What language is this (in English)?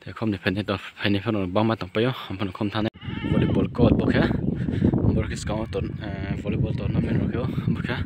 Riang (India)